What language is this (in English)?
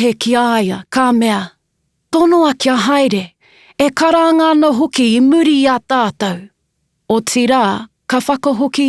Māori